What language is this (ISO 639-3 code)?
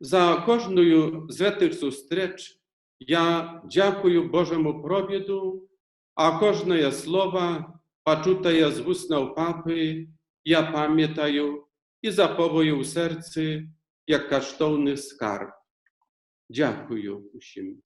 bel